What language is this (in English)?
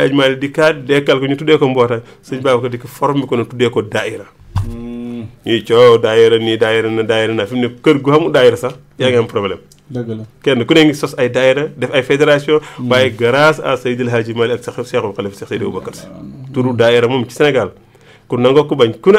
Wolof